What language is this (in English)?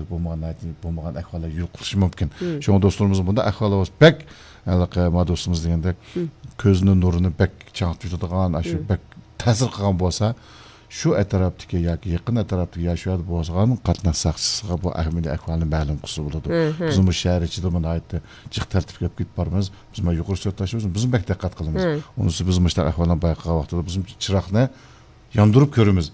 Uyghur